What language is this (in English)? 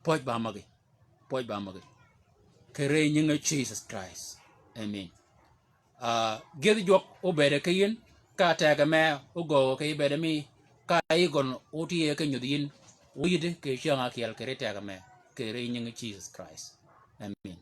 Shilluk